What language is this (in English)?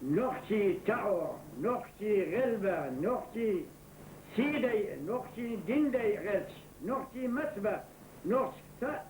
Chechen